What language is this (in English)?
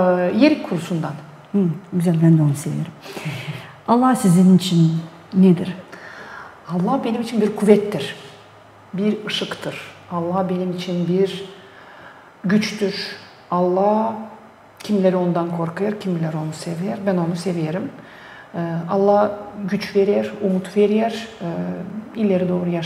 Gagauz